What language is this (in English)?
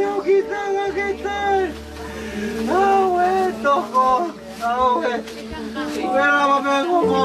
Tongan